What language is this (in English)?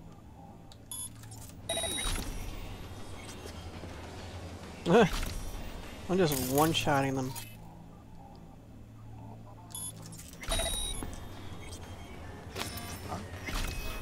English